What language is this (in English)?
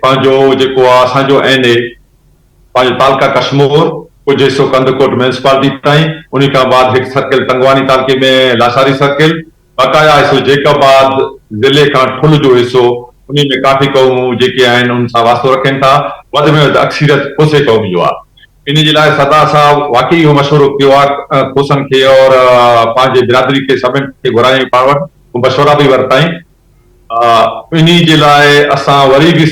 Sindhi